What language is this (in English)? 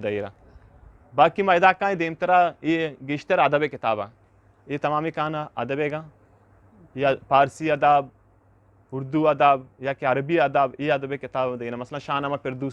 Eastern Balochi